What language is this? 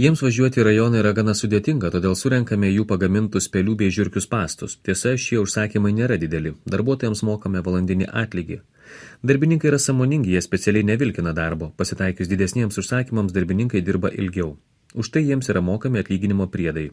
Lithuanian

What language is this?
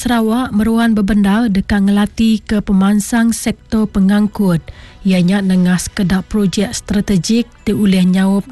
Iban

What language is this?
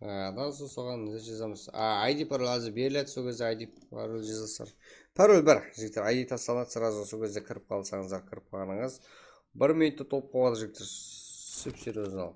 Kara-Kalpak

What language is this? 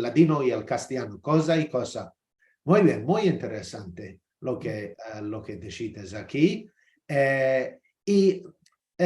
Ladino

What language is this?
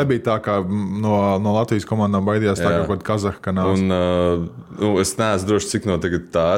Latvian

